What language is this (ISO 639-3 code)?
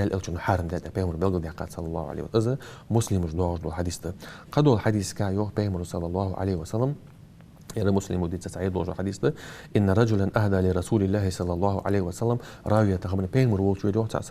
inh